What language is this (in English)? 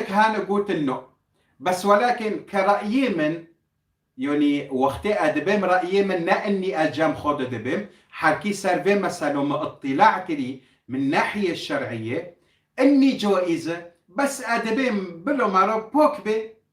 Kurdish